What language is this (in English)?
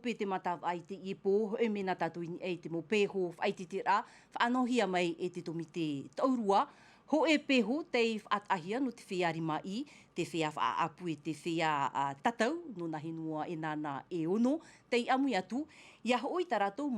Tahitian